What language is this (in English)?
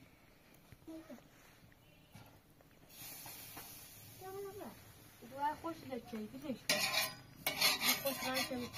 Persian